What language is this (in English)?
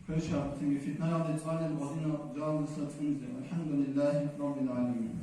Avaric